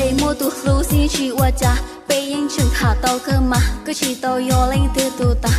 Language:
Hmong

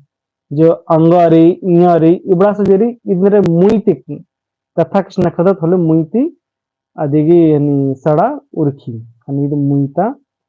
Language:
Kurukh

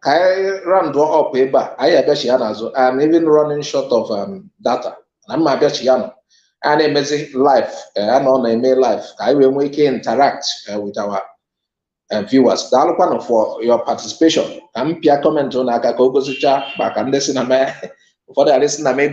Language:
Igbo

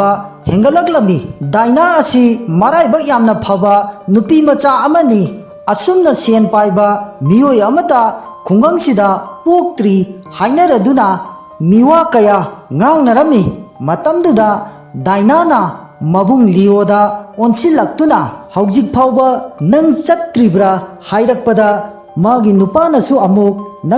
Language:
Manipuri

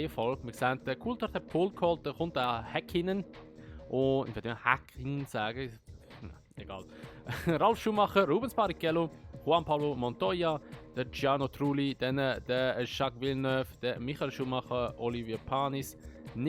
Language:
Swiss German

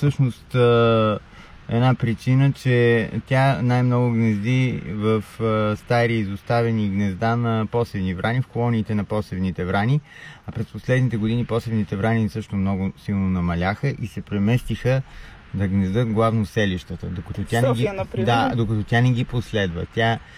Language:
Bulgarian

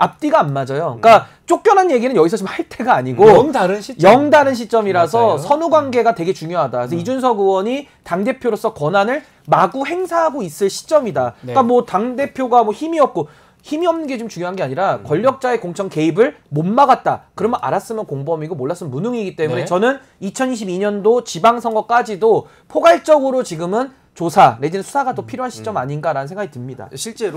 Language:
Korean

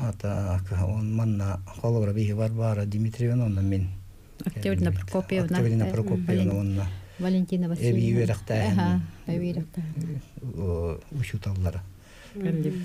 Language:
Yakut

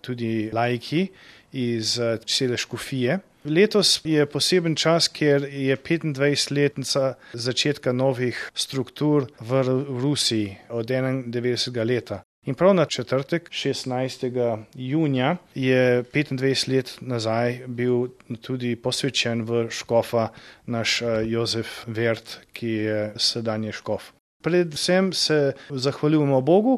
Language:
Slovenian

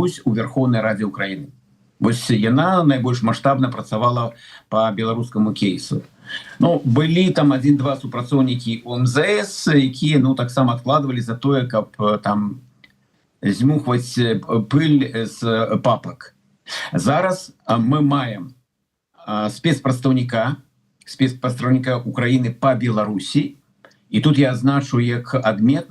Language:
Belarusian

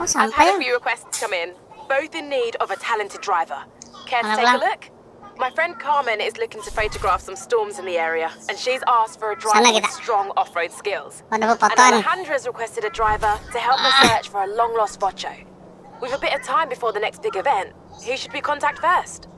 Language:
Banjar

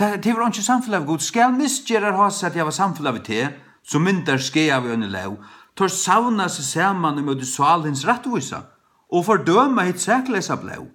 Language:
Faroese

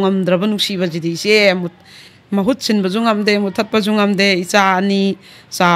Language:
Manipuri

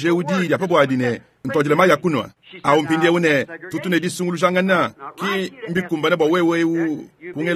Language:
Luba-Lulua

